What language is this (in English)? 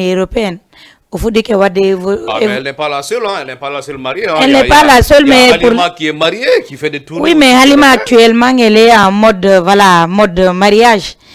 Fula